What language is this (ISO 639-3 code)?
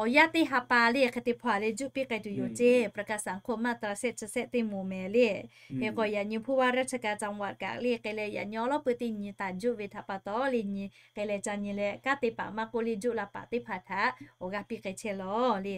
lhu